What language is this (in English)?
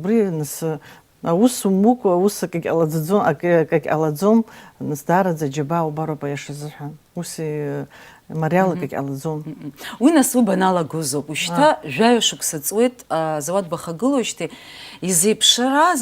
Abkhazian